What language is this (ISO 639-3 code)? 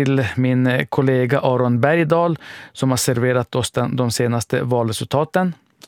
swe